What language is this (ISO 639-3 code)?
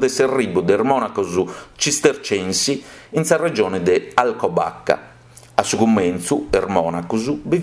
srd